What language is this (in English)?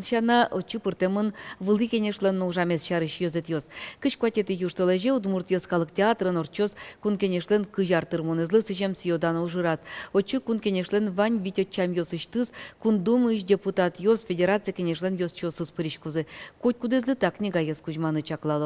Udmurt